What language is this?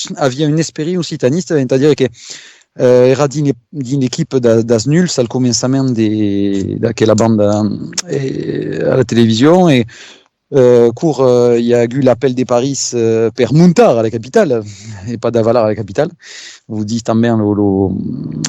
Occitan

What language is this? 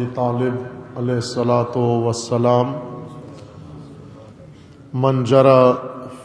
Urdu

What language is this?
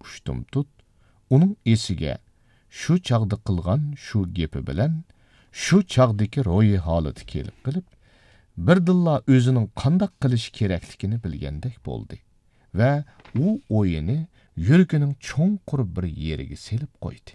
Uyghur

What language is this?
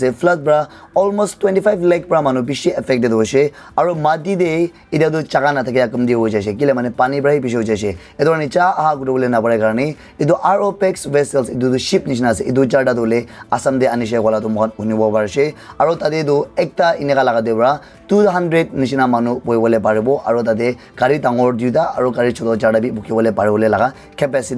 Naga Pidgin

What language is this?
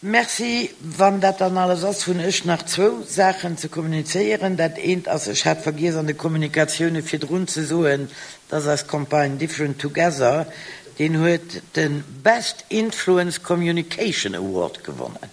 Luxembourgish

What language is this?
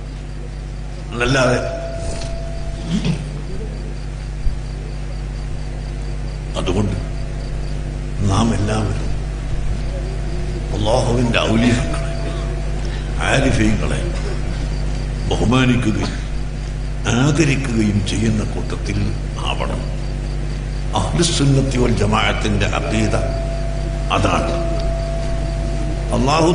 Malayalam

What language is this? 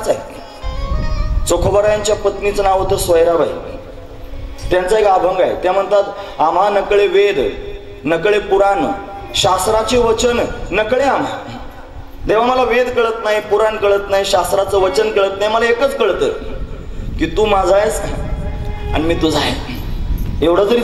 Marathi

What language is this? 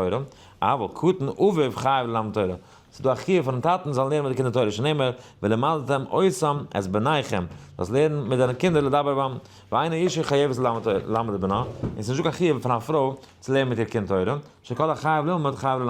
Yiddish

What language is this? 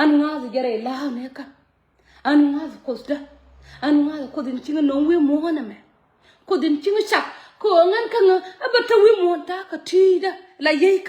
Nuer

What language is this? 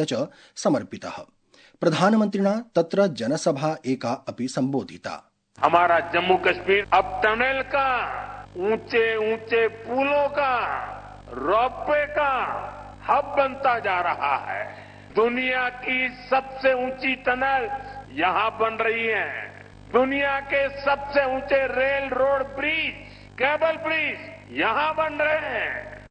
Sanskrit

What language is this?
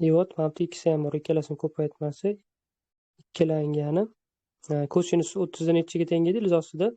Uzbek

